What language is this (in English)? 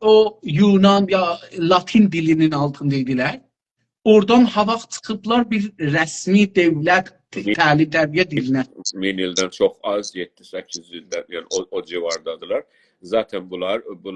South Azerbaijani